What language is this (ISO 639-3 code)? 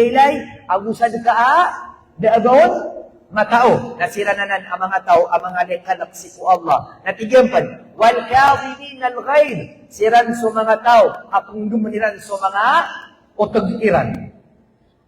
mrw